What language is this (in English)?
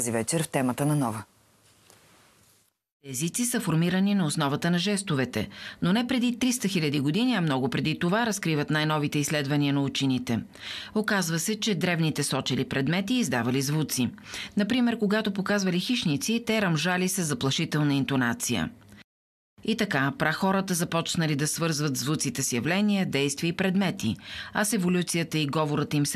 Bulgarian